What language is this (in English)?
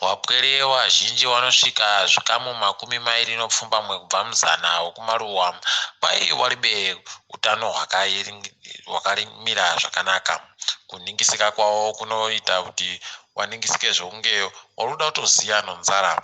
Ndau